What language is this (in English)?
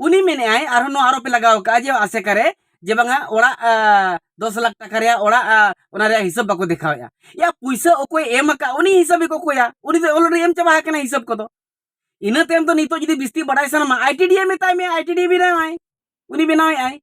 Santali